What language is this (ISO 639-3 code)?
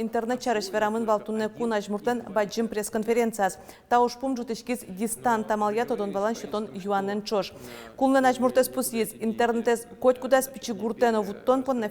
udm